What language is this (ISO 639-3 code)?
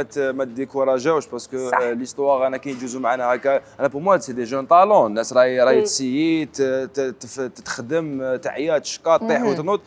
arq